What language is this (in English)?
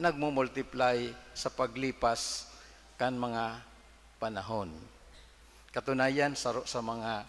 Bikol